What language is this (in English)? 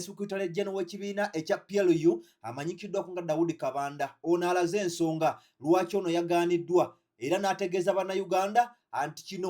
Ganda